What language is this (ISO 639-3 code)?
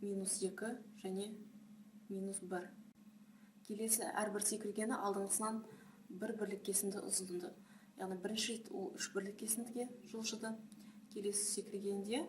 kaz